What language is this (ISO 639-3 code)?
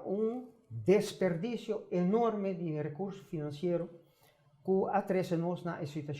pap